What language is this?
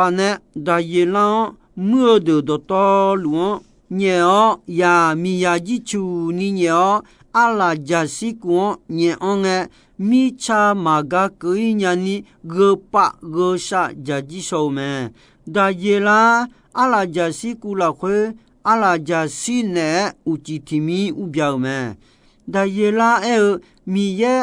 Akha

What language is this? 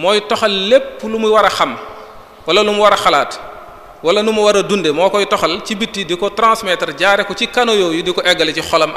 Wolof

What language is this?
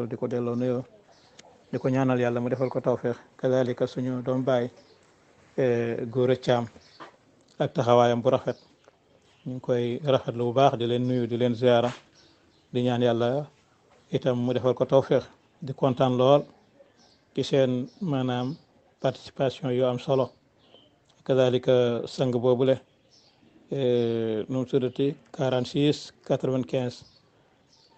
Wolof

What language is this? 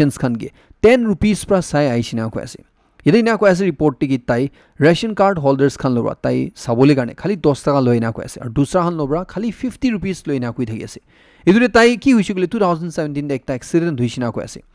Naga Pidgin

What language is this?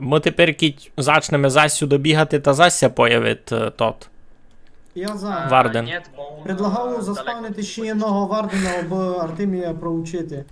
Rusyn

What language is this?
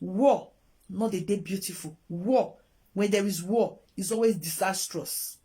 Nigerian Pidgin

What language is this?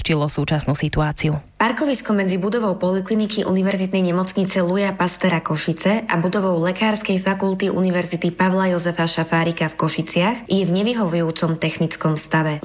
Slovak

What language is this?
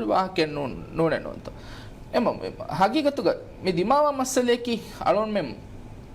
Divehi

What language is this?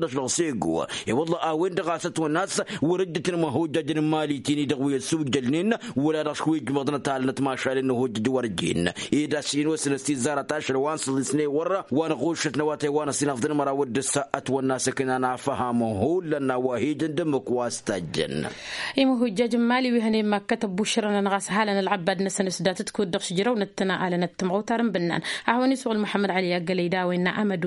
Tamasheq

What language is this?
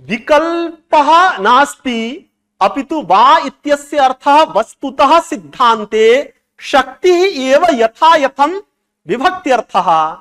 Sanskrit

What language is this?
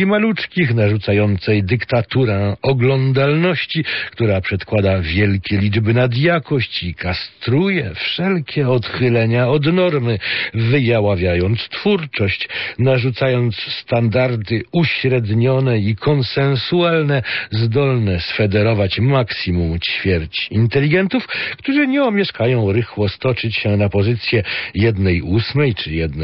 Polish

